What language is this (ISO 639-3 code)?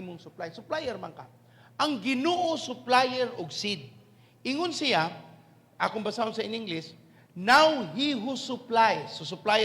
ceb